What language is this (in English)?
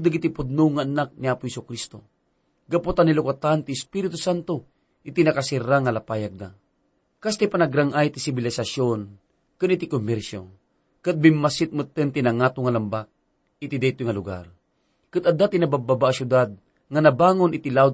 Iloko